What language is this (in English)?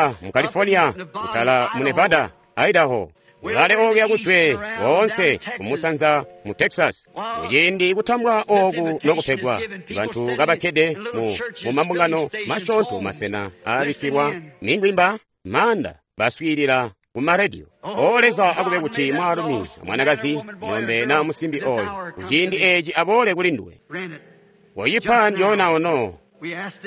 Tonga (Zambia)